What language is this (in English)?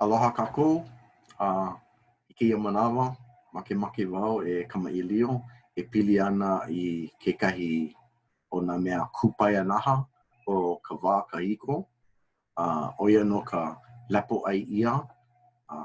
Hawaiian